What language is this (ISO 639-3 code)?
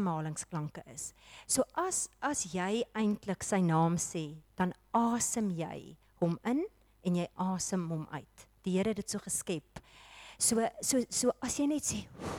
afr